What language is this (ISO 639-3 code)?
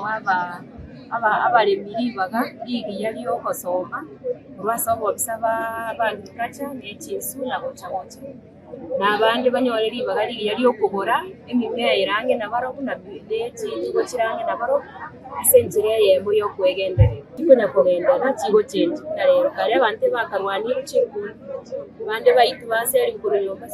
guz